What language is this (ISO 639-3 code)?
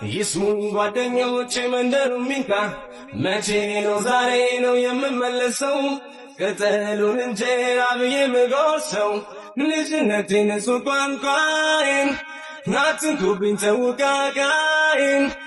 amh